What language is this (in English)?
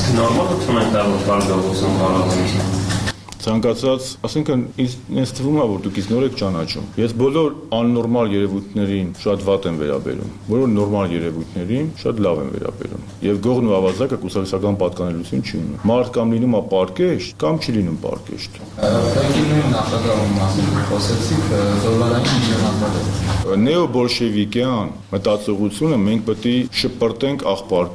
Armenian